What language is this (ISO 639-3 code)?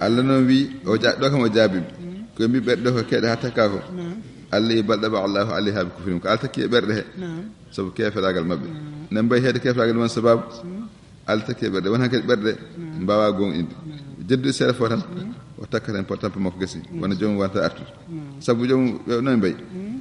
ful